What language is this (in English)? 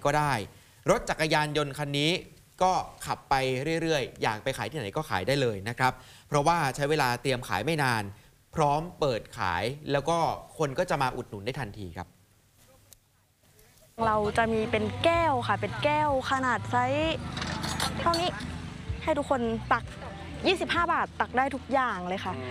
Thai